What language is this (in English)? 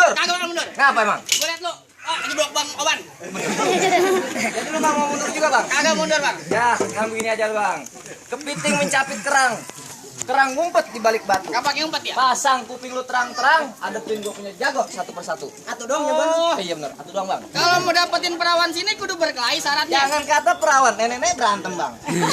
Betawi